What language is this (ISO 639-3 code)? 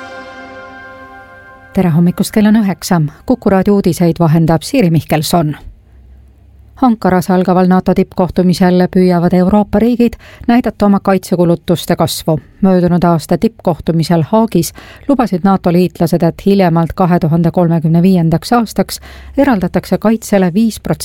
est